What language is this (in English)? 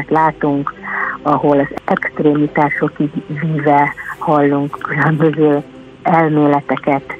Hungarian